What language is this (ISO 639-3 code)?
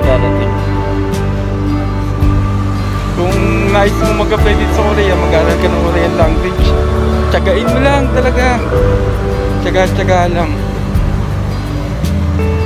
fil